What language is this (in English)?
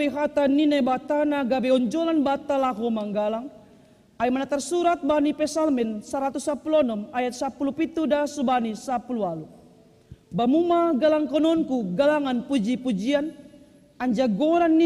Batak Simalungun